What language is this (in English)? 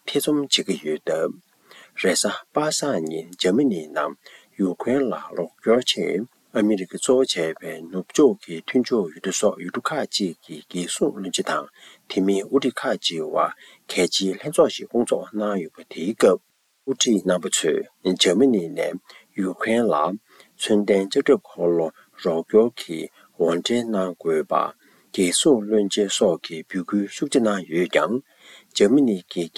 Tibetan